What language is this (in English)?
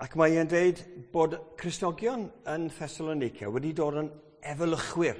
Welsh